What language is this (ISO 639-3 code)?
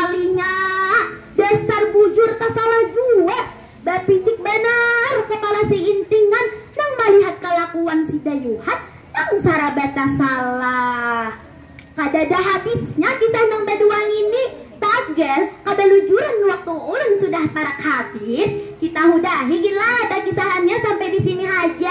bjn